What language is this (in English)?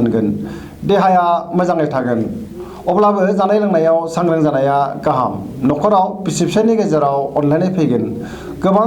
Bodo